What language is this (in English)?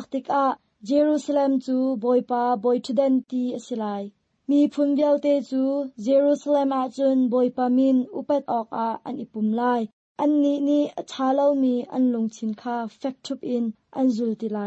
Hakha Chin